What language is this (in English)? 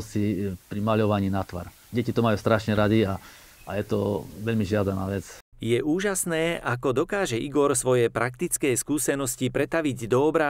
Slovak